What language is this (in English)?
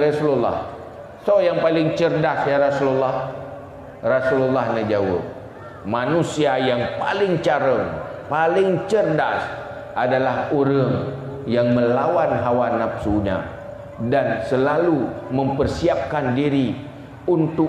Achinese